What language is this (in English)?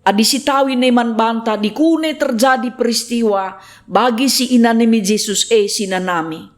Batak Karo